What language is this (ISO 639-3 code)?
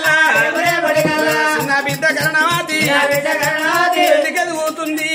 tel